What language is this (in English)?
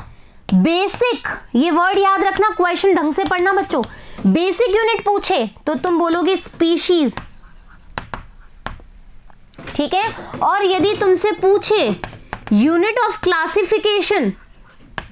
Hindi